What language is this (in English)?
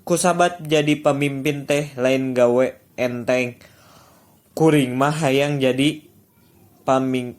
Sundanese